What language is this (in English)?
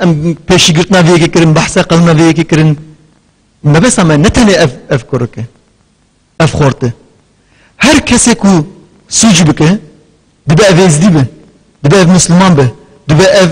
Kurdish